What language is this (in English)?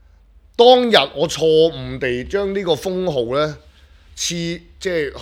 Cantonese